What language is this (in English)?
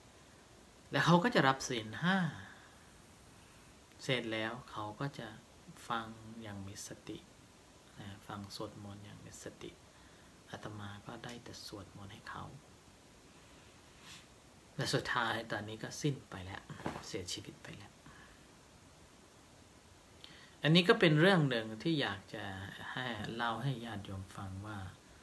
Thai